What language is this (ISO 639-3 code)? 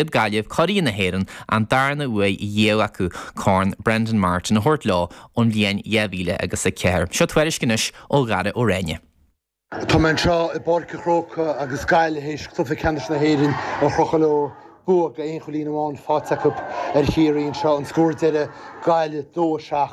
gle